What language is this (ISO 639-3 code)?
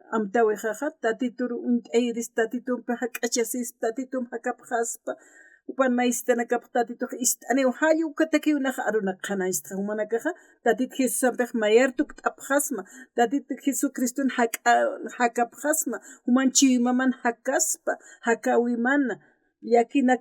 aym